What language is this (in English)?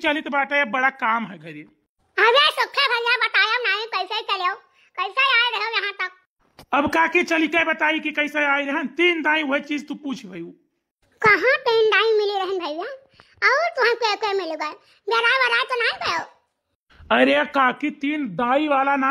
Awadhi